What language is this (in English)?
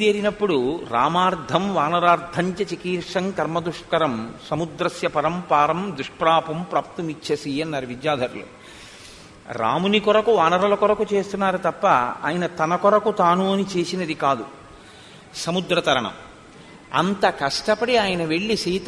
Telugu